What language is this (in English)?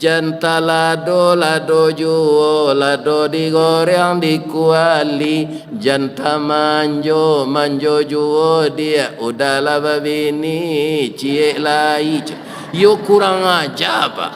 Minangkabau